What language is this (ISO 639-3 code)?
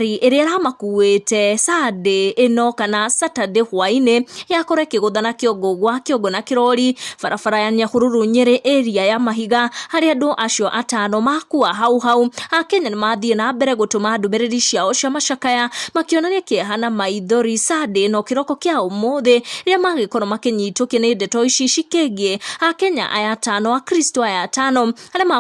kik